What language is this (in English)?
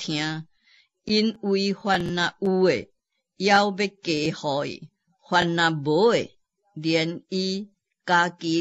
Min Nan Chinese